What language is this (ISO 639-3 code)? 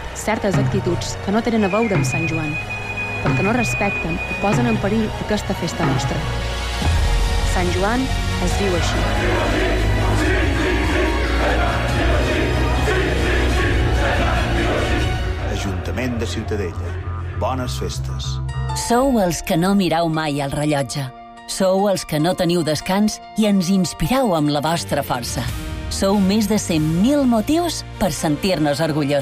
cat